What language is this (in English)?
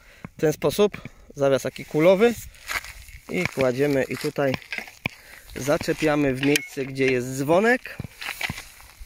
Polish